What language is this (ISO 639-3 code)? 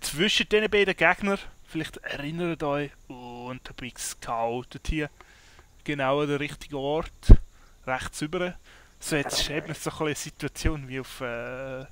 gsw